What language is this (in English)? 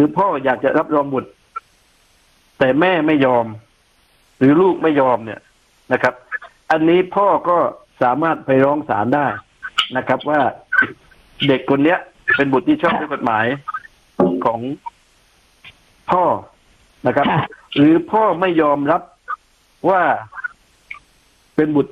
Thai